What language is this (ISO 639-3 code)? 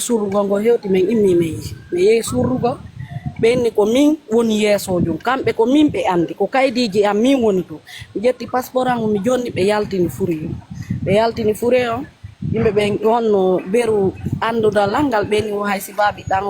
ful